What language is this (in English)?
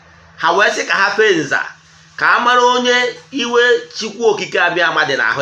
Igbo